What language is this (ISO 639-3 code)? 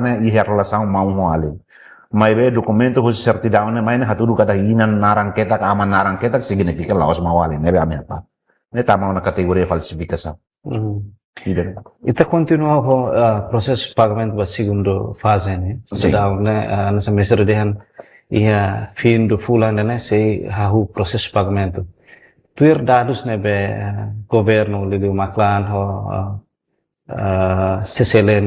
tet